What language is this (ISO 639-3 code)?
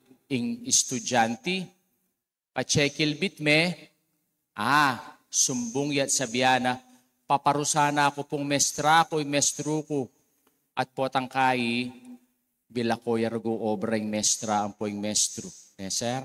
pam